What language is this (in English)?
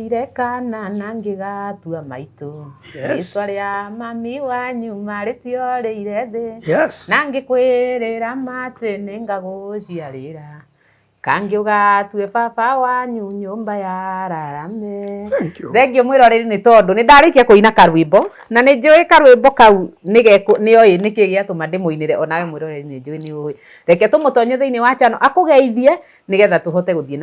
Kikuyu